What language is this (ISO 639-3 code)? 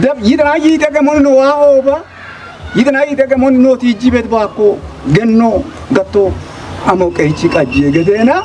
kbr